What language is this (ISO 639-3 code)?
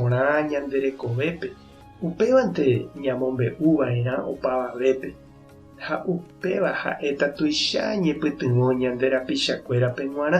grn